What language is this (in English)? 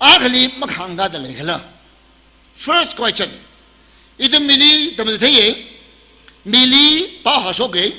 Tangkhul Naga (India)